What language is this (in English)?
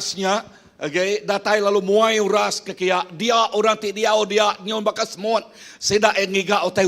Iban